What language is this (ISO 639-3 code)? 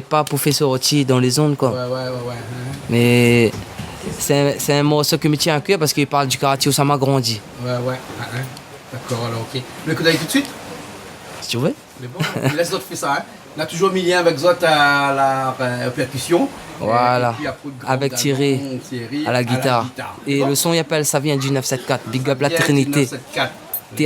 rcf